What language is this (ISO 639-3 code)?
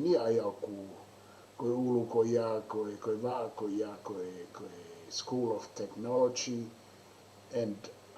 ton